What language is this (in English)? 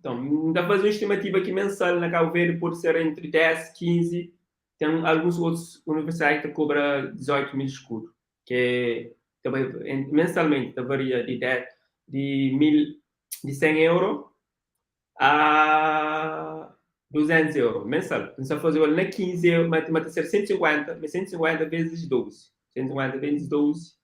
Kabuverdianu